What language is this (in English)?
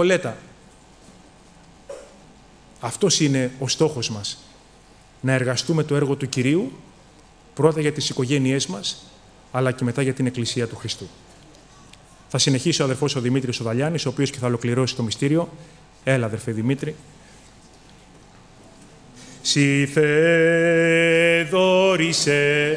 Greek